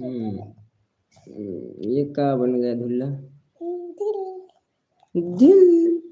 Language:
Chhattisgarhi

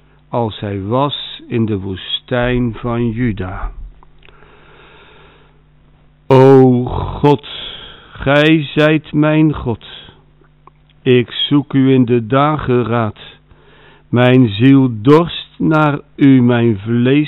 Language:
Dutch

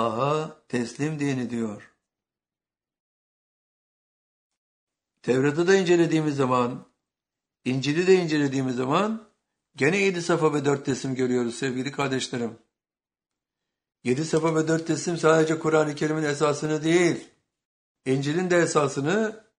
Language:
Turkish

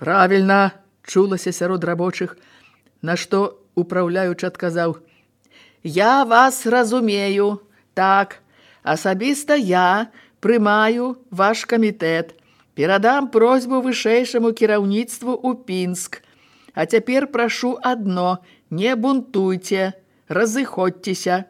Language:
Belarusian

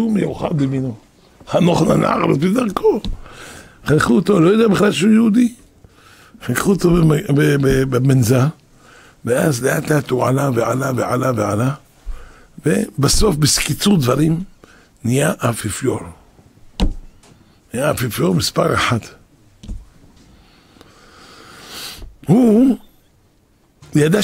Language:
Hebrew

